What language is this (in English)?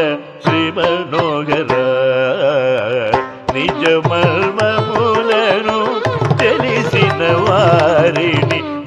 Telugu